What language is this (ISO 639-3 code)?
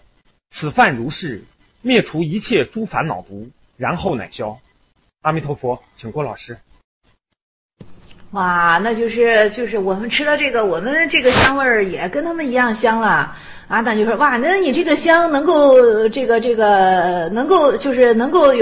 zho